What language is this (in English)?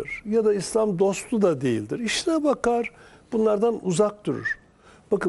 Turkish